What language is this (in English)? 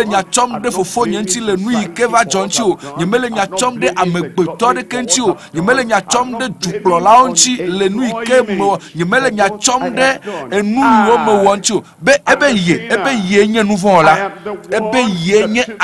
Ewe